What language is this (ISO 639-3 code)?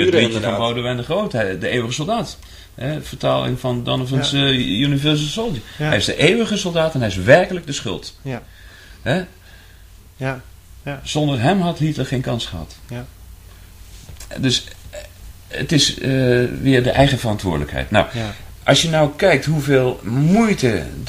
nld